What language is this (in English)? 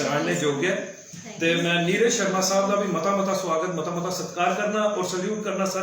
Dogri